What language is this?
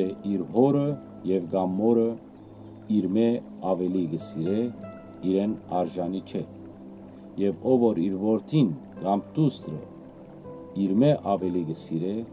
Western Armenian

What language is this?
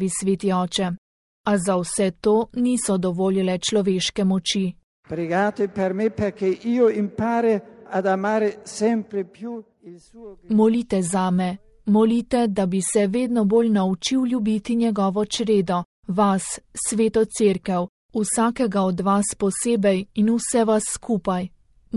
Slovenian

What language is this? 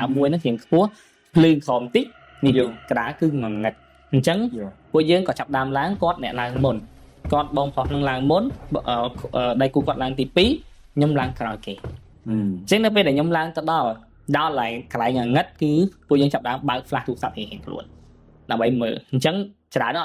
Khmer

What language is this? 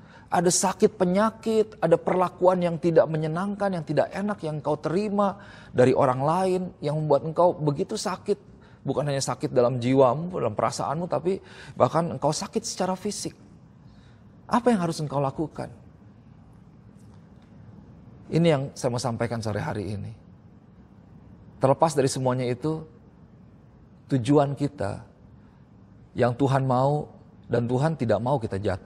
Indonesian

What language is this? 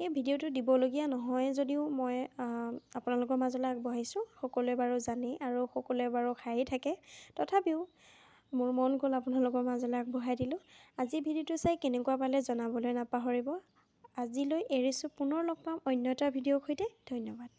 Assamese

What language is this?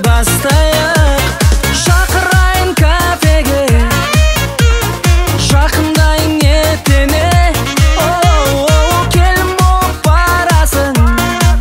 Kazakh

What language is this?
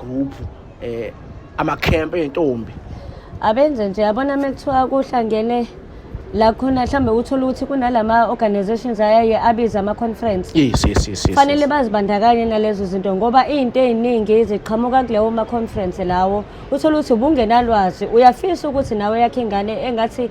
Zulu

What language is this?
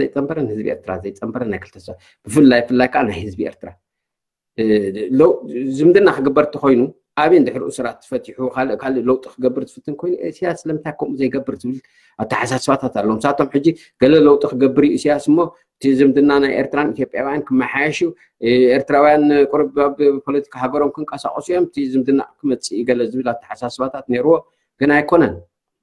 Tigrinya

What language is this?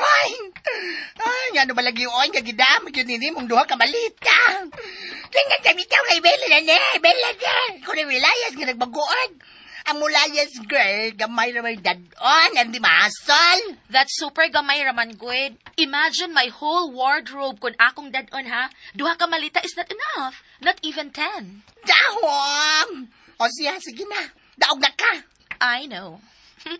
Cebuano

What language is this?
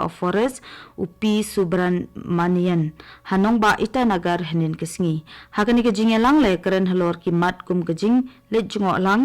Khasi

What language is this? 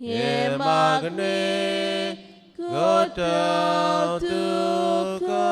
Konkani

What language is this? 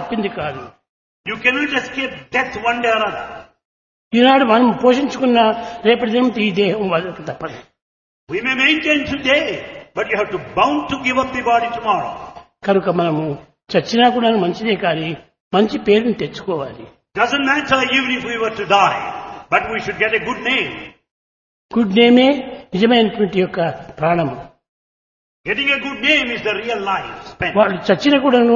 Telugu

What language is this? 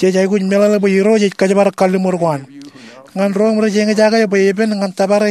Marshallese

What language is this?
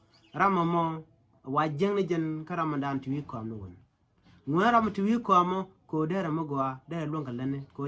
Nuer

